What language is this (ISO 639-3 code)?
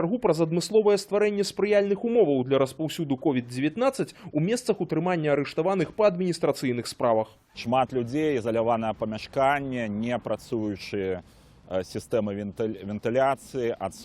bel